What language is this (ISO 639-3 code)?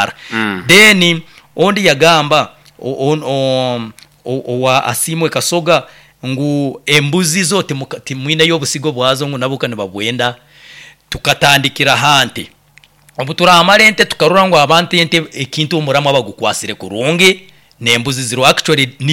nyo